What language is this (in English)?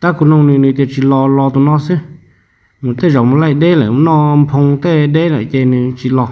Hmong